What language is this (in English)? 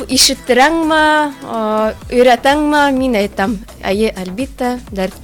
Bashkir